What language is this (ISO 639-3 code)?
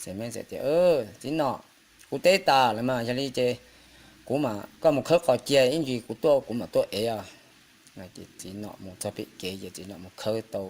hmn